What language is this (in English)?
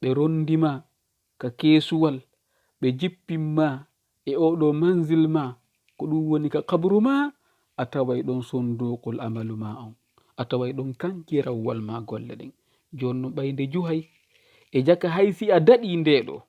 Fula